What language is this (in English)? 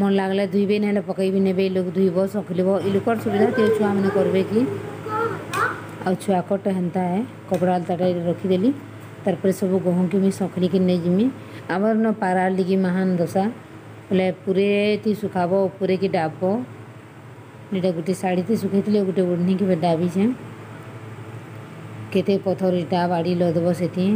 Sambalpuri